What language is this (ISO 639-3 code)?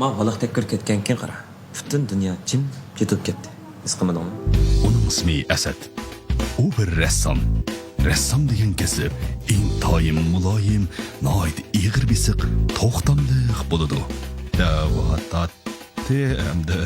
uig